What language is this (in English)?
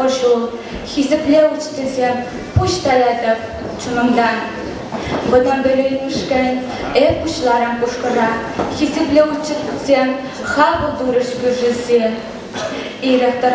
Chuvash